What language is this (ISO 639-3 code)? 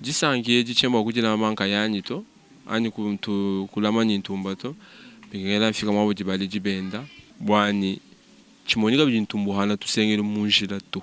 lua